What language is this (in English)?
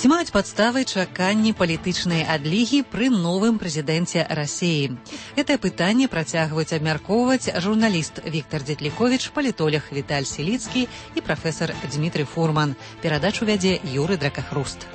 Belarusian